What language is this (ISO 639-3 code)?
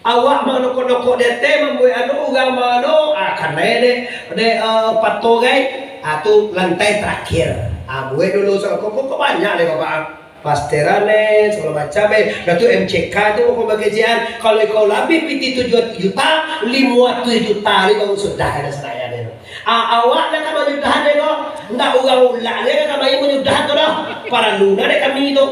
min